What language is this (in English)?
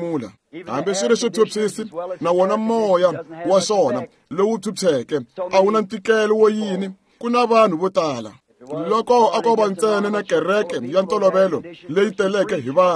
Tsonga